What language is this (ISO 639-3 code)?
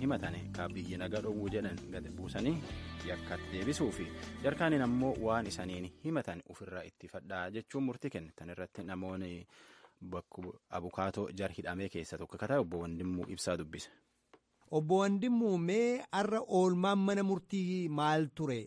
orm